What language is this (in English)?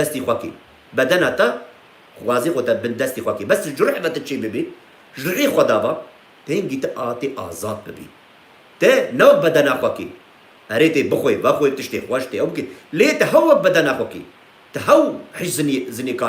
Kurdish